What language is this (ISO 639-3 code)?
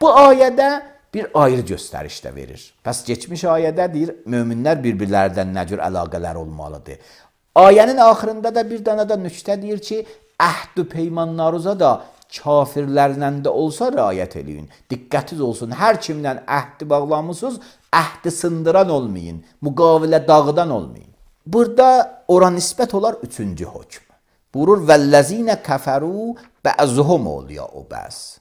aze